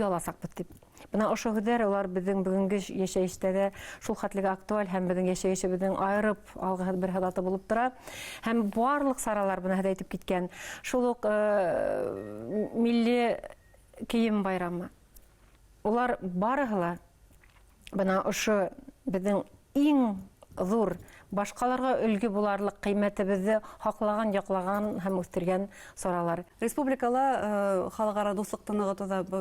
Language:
Bashkir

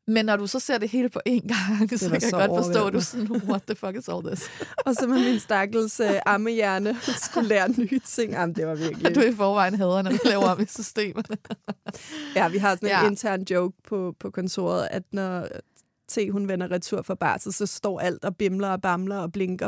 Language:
Danish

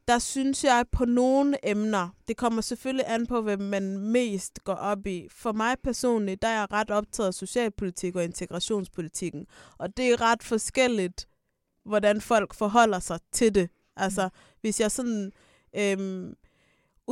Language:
Danish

